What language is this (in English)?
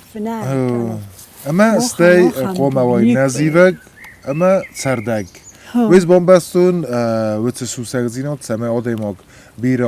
Ossetic